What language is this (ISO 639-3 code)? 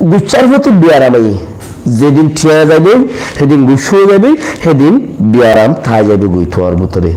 rhg